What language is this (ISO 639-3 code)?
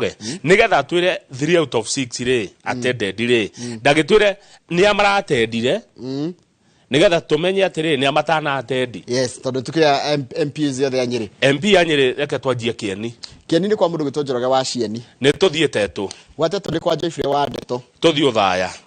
kik